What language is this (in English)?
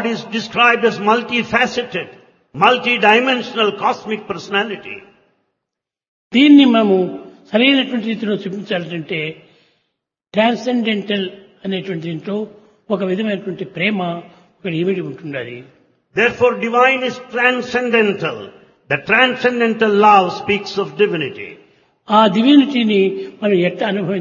Telugu